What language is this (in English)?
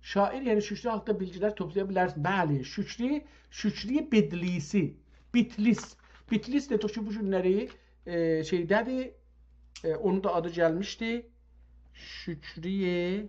South Azerbaijani